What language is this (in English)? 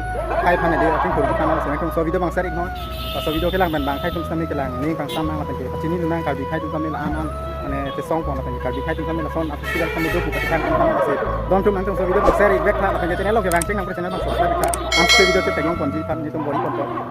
Karbi